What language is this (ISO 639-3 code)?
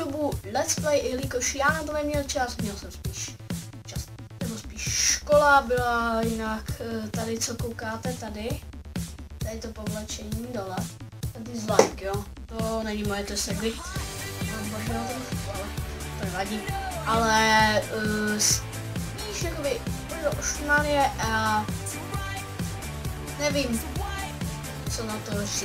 ces